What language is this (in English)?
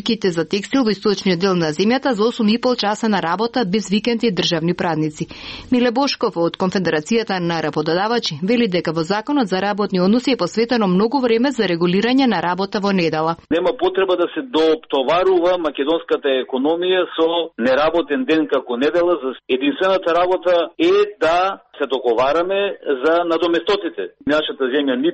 Macedonian